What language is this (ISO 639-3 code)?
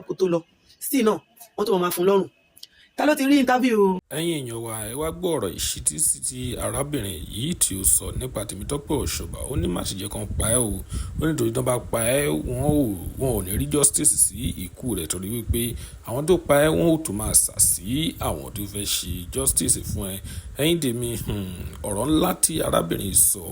yor